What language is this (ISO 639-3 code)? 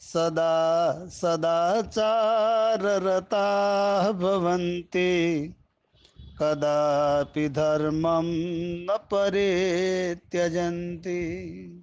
san